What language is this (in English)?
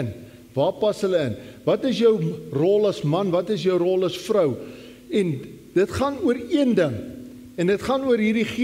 Afrikaans